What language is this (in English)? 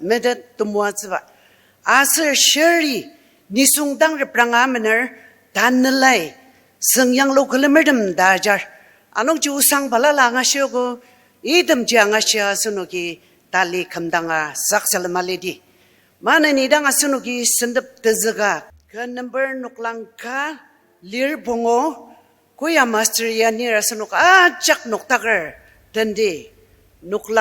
Ao Naga